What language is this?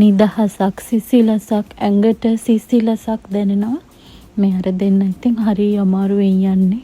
Sinhala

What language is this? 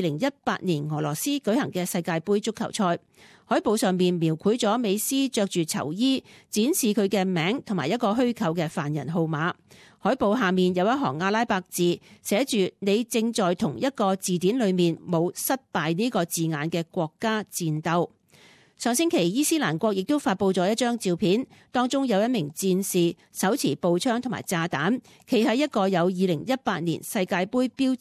Cantonese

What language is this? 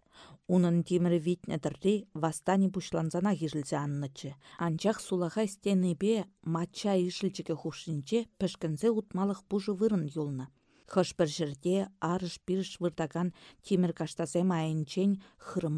Chuvash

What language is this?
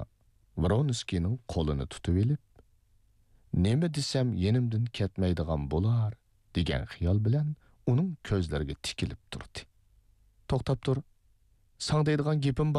Uyghur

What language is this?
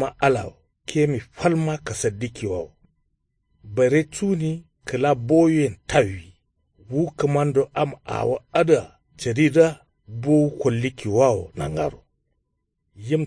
Kanuri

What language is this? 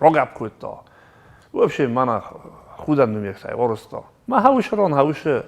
Ossetic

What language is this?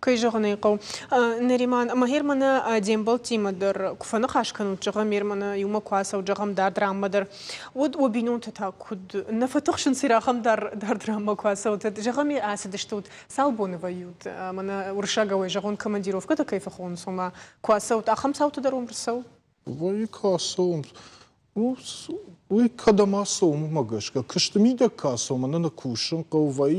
Ossetic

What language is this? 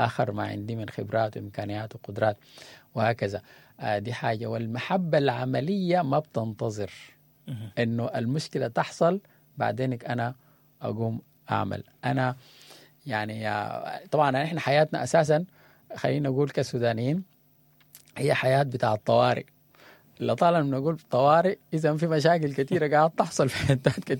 Sudanese Arabic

